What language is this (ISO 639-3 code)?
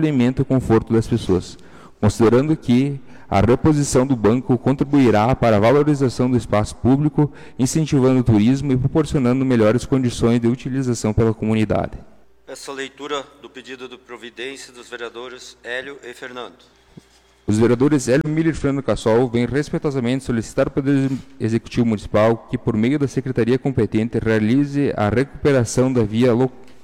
por